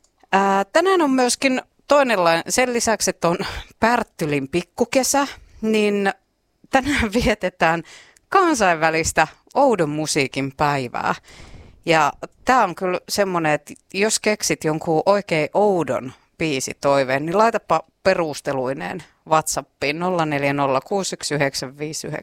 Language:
Finnish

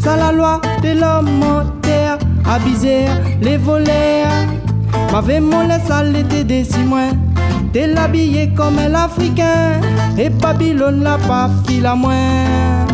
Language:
Réunion Creole French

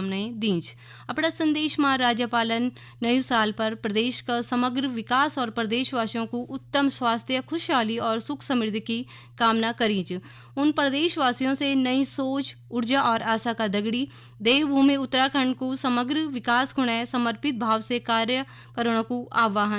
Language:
Garhwali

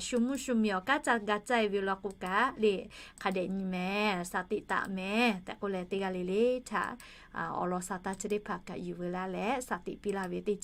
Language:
Lahu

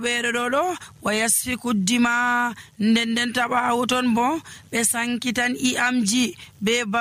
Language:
Nigerian Fulfulde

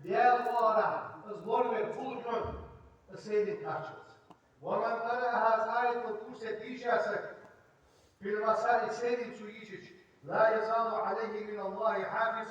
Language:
Ingush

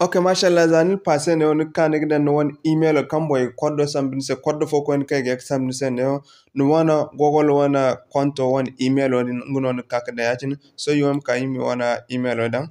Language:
Zarma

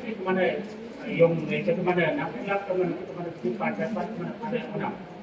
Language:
Naga Pidgin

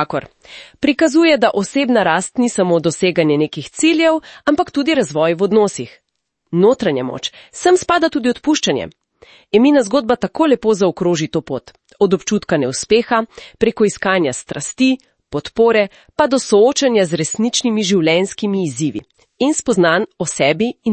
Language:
Slovenian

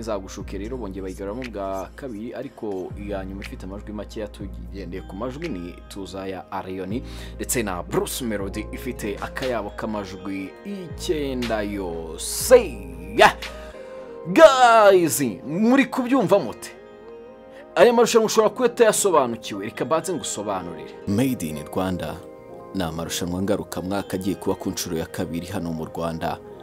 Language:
Kinyarwanda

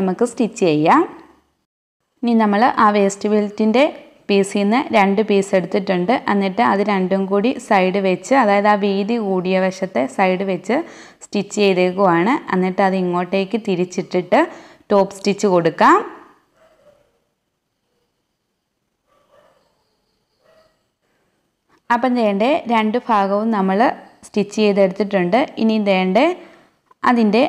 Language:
Malayalam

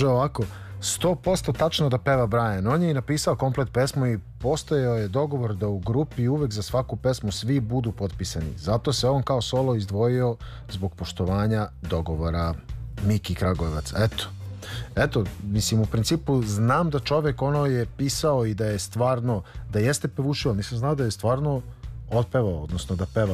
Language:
Serbian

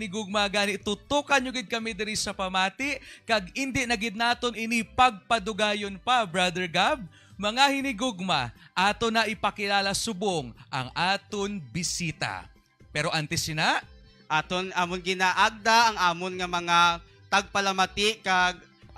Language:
Hiligaynon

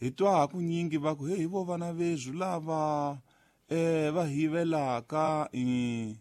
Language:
Tsonga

